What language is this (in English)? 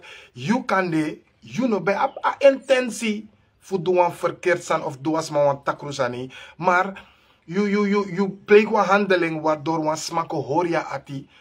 Sranan Tongo